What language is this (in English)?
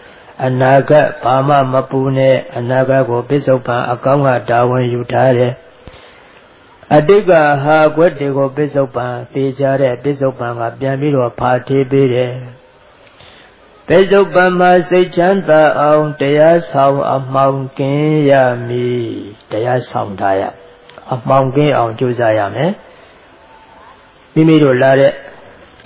Burmese